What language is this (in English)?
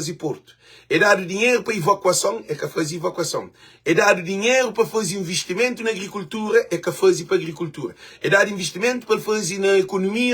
Kabuverdianu